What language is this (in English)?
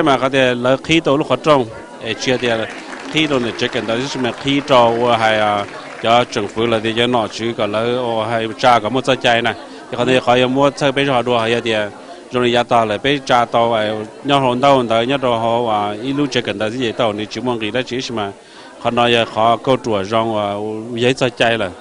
Hmong